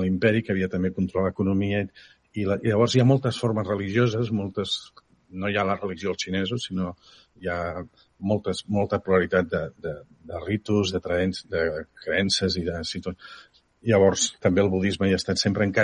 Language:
Catalan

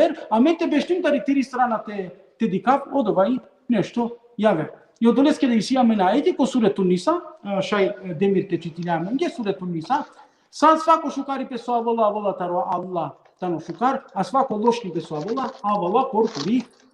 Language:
Balkan Romani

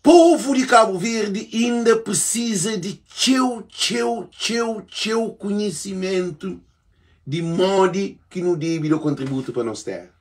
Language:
Kabuverdianu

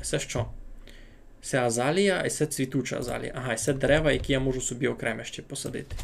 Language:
Rusyn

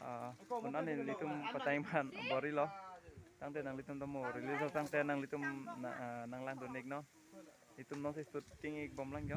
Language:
Karbi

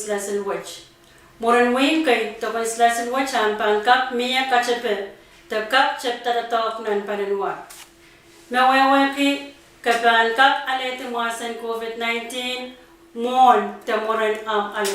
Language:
Pohnpeian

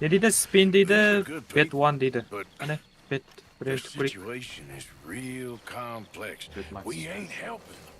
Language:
Kara-Kalpak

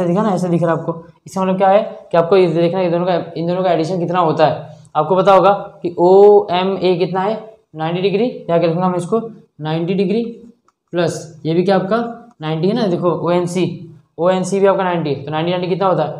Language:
Hindi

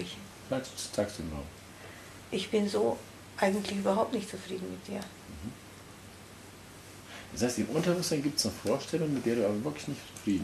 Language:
German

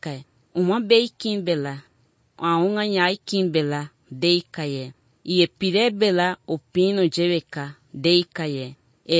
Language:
Galician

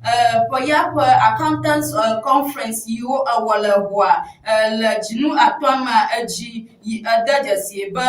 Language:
Ewe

